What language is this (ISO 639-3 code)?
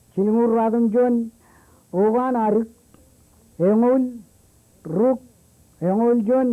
mah